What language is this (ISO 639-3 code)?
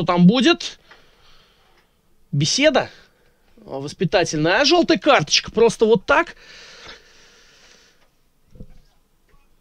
rus